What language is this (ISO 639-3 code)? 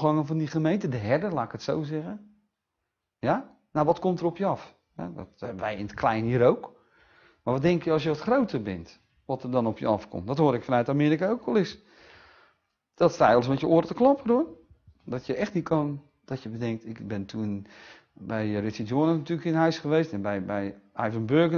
nld